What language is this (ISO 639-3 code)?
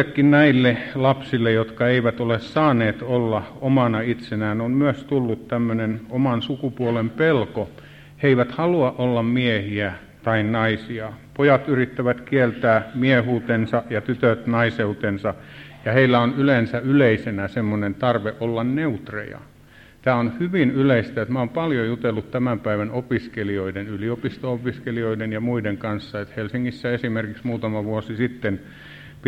fin